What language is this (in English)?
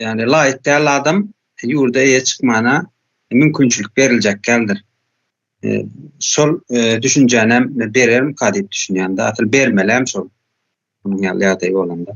Turkmen